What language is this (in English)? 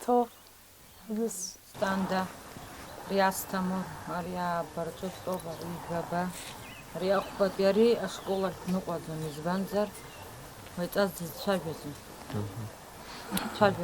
Abkhazian